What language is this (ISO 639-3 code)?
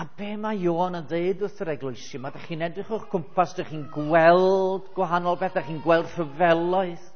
cym